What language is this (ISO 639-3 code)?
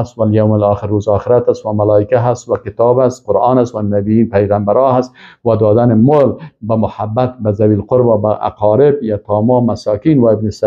fas